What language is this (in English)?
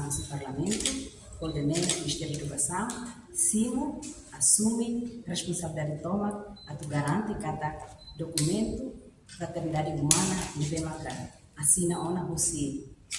Tetum